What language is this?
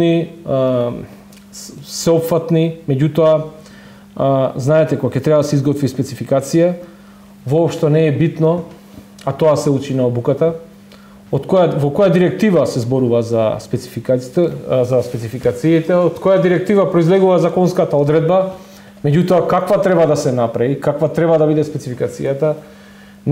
Macedonian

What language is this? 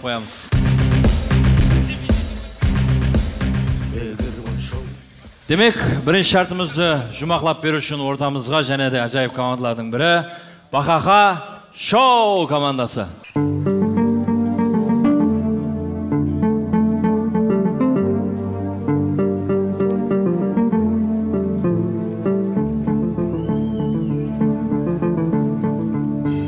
Kara-Kalpak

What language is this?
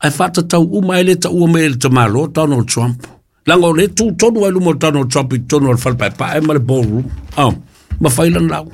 Samoan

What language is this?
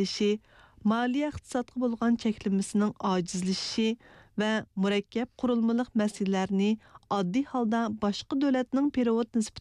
Uyghur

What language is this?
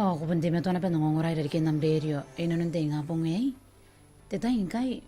Gilbertese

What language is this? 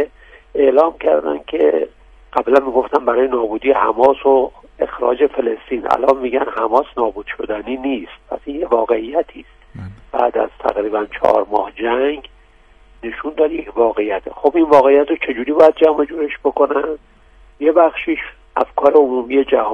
Persian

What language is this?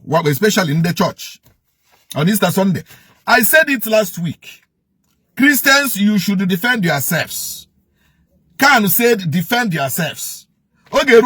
Igbo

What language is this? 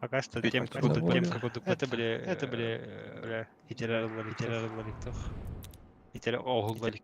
Yakut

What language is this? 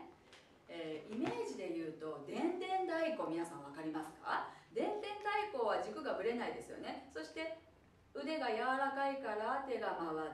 Japanese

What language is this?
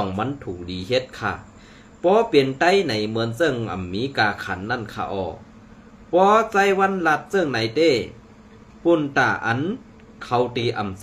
Shan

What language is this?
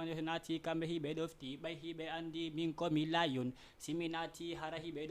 Fula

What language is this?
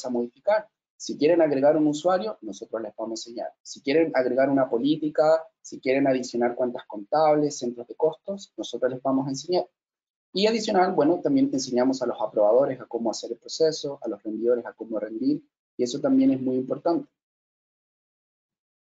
Spanish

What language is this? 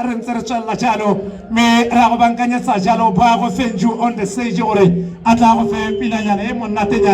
Tswana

